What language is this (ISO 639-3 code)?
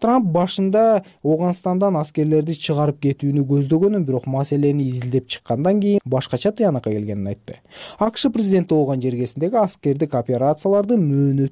kir